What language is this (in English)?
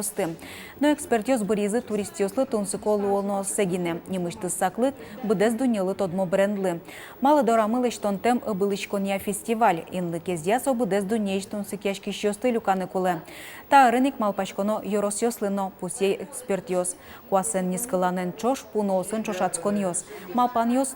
Udmurt